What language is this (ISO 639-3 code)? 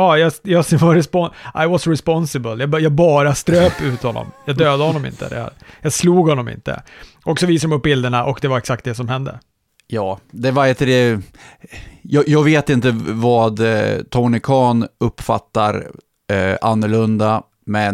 swe